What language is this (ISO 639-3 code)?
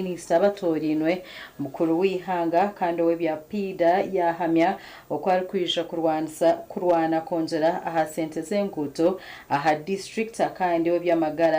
nyn